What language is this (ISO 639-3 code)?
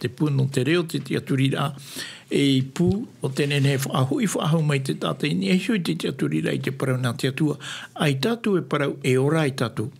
tah